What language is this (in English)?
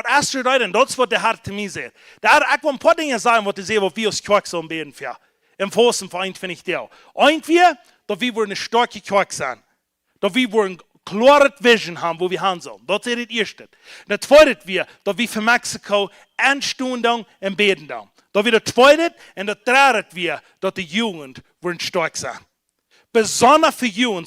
Plautdietsch